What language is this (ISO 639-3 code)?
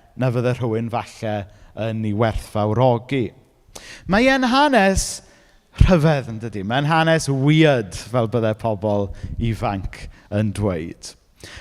cym